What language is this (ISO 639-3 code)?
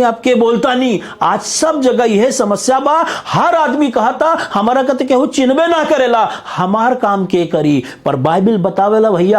bho